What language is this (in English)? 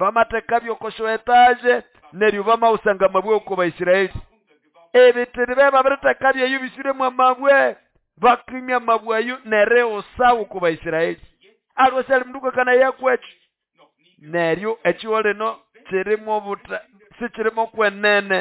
Nande